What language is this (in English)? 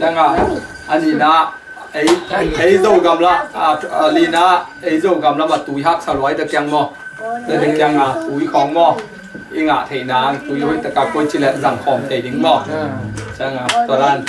Tedim Chin